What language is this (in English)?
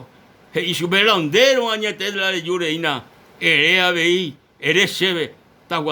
Guarani